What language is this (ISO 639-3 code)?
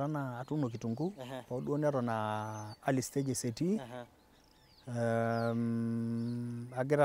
mas